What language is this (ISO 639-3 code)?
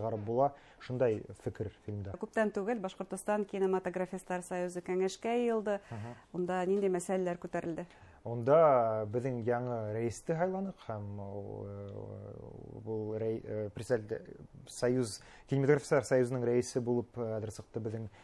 bak